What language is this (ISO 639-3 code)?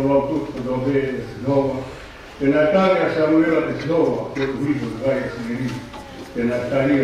ton